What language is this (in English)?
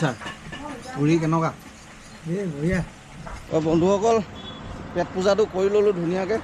Assamese